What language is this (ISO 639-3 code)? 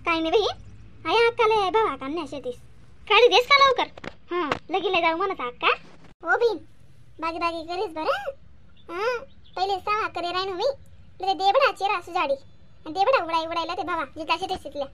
khn